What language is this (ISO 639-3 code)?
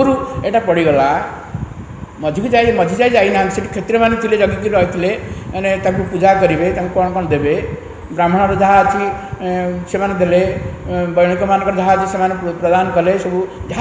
ori